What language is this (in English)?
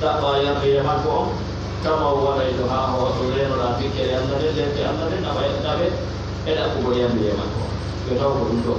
Fula